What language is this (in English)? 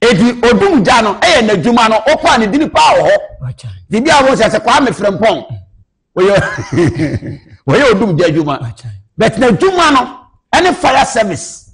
Akan